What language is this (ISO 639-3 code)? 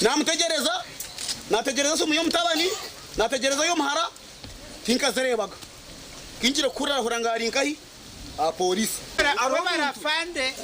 nyn